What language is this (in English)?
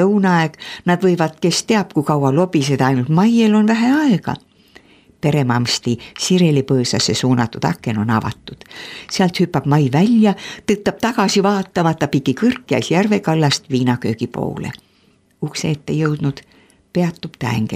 Estonian